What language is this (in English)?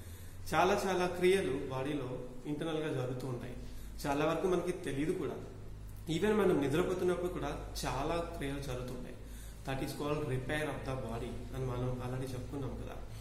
Telugu